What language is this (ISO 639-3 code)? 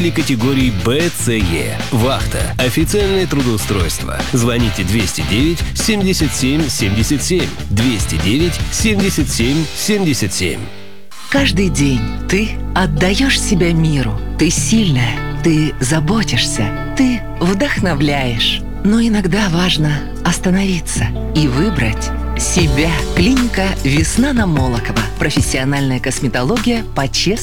rus